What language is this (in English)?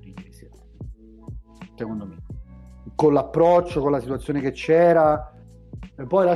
Italian